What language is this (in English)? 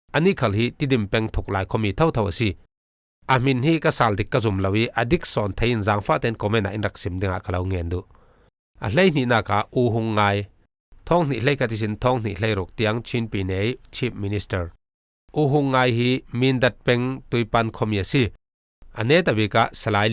Falam Chin